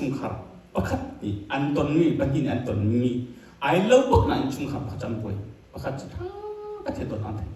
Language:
Hakha Chin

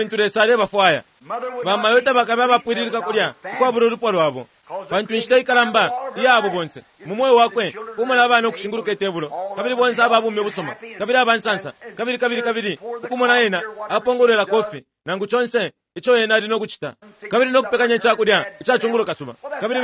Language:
Bemba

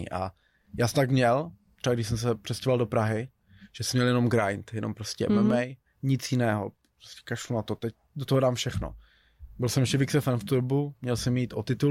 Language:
Czech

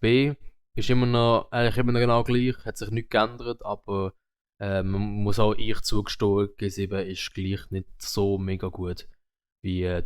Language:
Swiss German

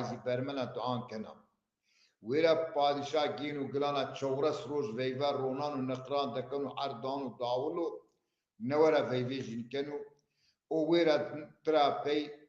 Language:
Zaza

